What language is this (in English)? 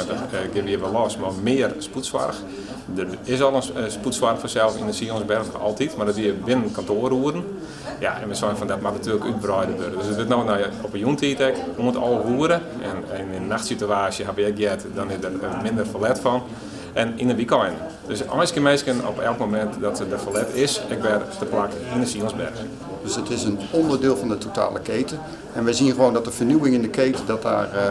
Western Frisian